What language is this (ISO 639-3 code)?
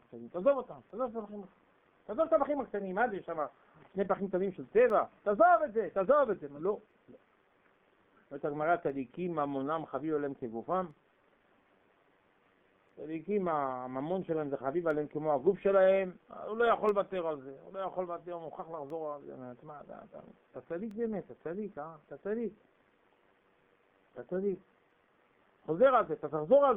heb